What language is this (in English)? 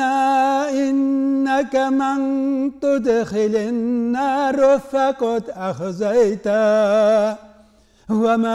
Tatar